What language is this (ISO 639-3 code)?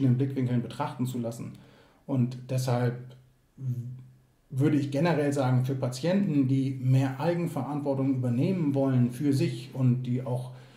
deu